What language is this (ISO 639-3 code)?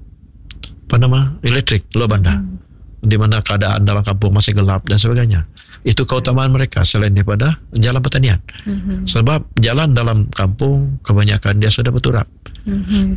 msa